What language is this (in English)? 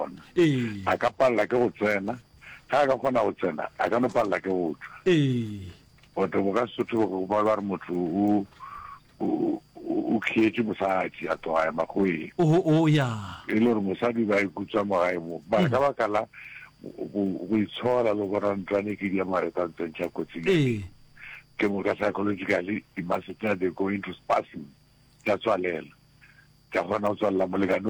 Northern Sotho